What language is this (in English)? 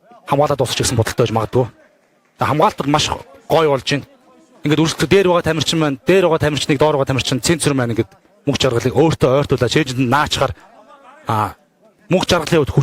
Mongolian